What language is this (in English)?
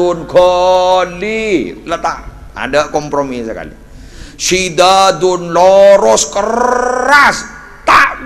Madurese